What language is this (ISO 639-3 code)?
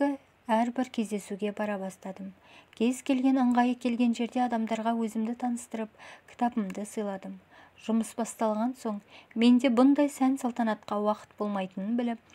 kaz